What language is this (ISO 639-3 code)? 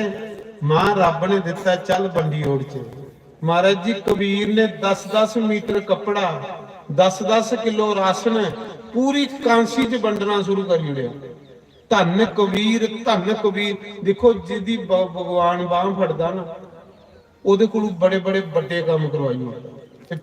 doi